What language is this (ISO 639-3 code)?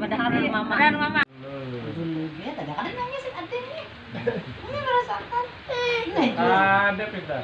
bjn